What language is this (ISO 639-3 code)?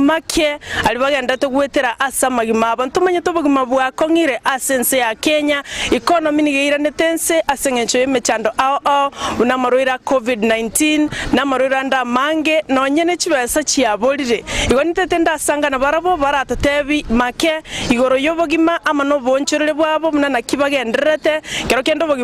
guz